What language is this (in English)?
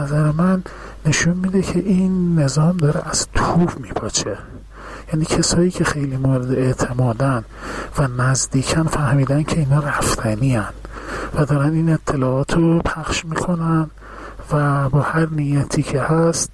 Persian